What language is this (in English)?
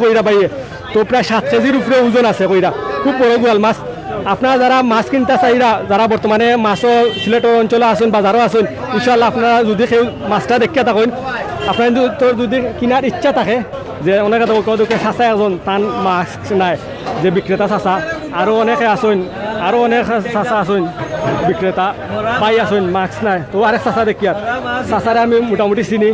Sylheti